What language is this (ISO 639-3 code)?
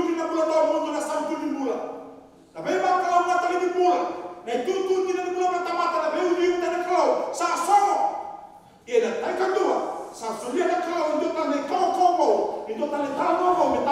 fij